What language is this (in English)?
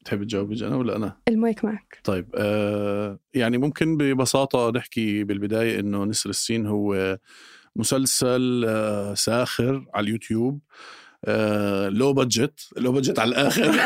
North Levantine Arabic